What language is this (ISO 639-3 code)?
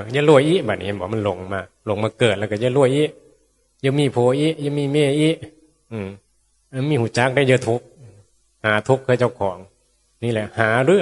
tts